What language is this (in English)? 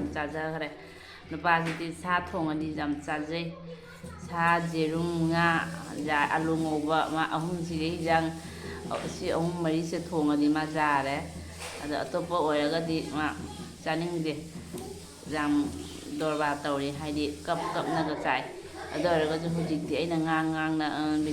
Manipuri